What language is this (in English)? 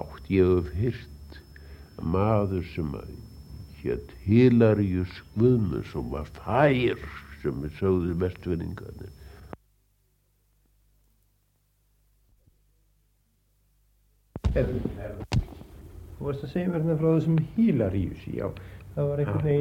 Icelandic